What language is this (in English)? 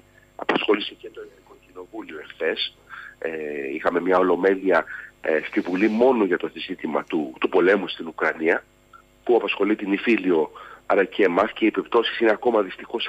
Greek